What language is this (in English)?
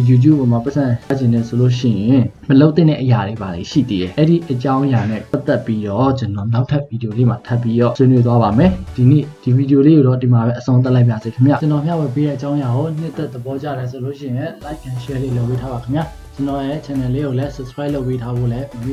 Burmese